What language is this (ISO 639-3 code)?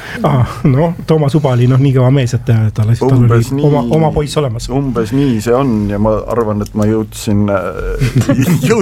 est